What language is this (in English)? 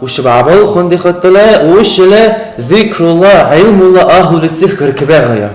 Dargwa